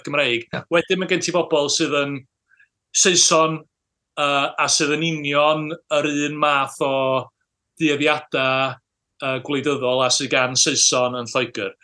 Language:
Welsh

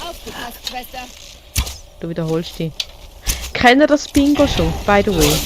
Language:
Swiss German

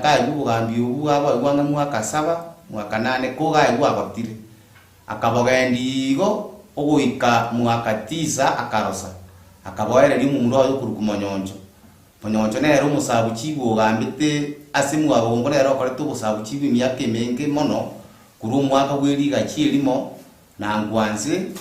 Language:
Gusii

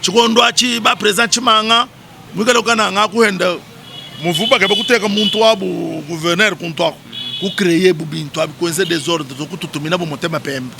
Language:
Luba-Lulua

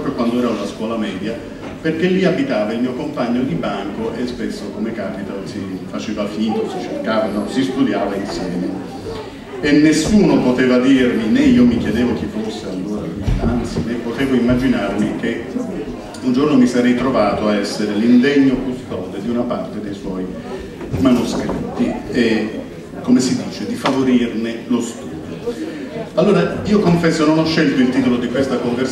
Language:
Italian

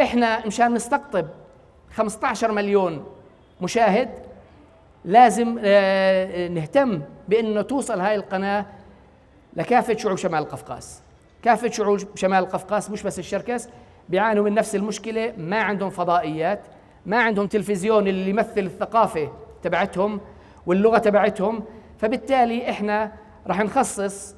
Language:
North Levantine Arabic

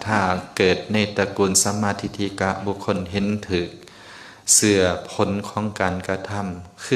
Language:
Lao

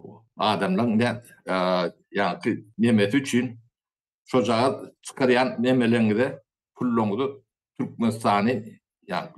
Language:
Turkmen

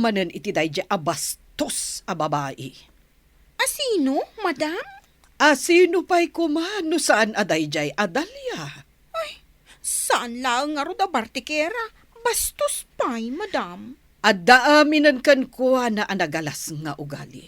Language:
Iloko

